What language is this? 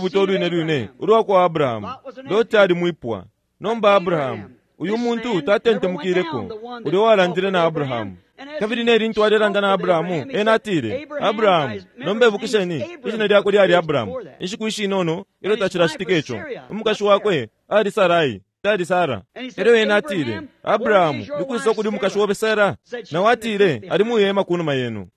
Bemba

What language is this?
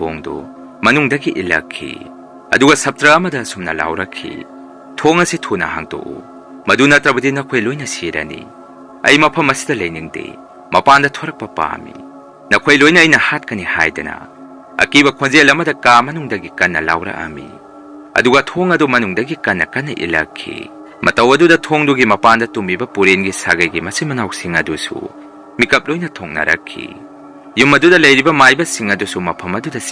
Manipuri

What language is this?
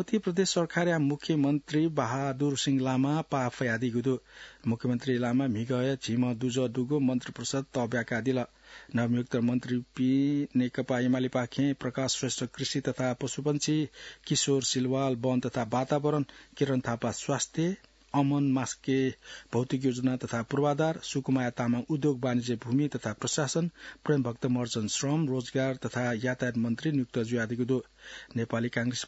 Newari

